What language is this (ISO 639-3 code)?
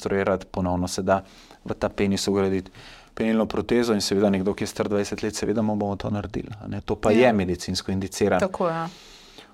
slv